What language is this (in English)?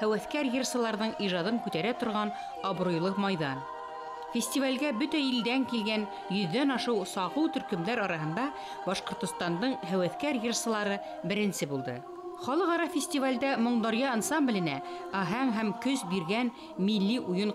Bashkir